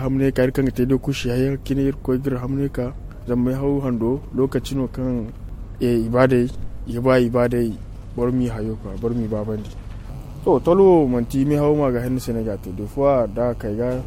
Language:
Zarma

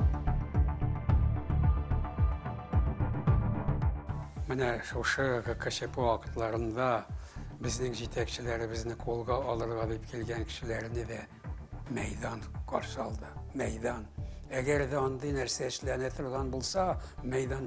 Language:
Tatar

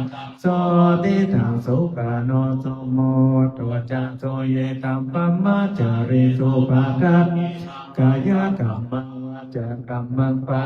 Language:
Pali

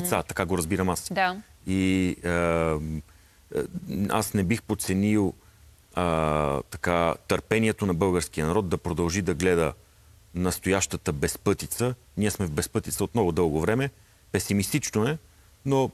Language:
Bulgarian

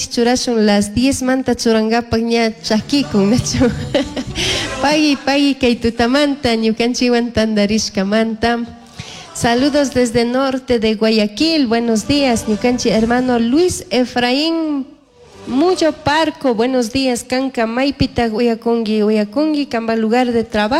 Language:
Chimborazo Highland Quichua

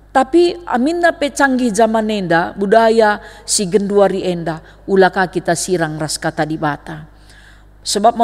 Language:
Batak Karo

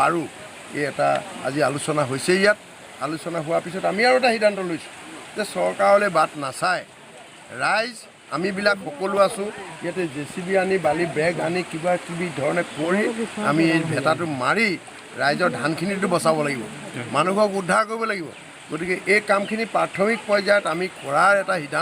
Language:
Assamese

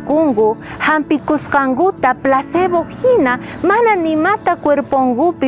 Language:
South Bolivian Quechua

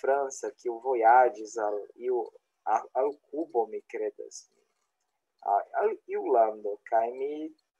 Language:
Esperanto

